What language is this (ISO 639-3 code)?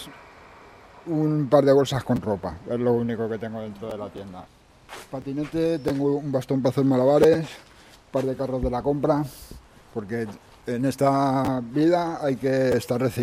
spa